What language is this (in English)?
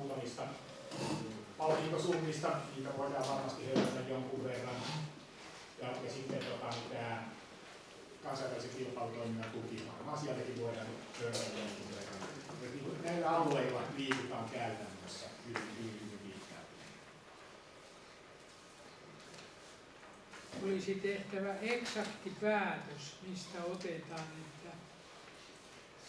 Finnish